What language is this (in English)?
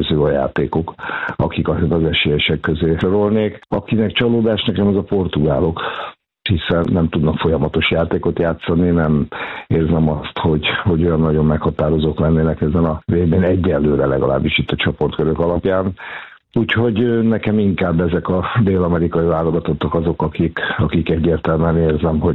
Hungarian